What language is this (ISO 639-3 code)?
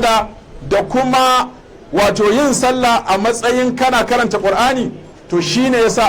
hau